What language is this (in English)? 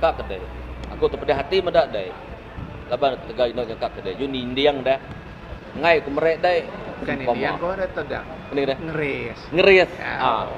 Iban